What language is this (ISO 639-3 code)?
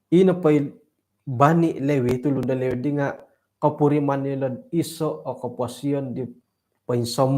dtp